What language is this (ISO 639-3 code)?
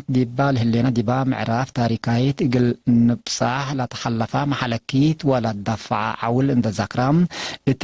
tig